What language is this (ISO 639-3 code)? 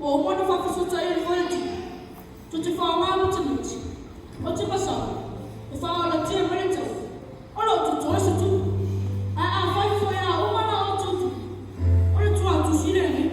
smo